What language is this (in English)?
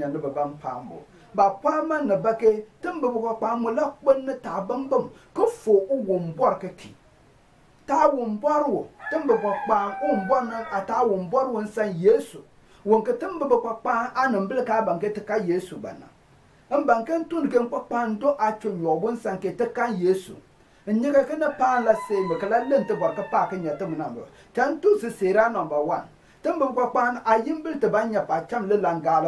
Konkomba